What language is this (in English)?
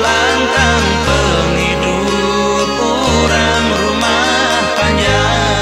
Iban